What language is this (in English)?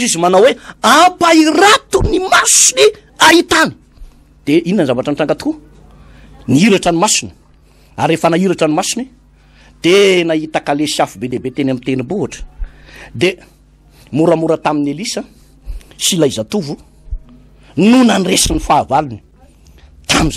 Malagasy